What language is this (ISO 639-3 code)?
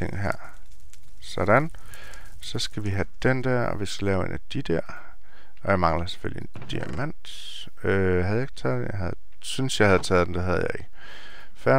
dan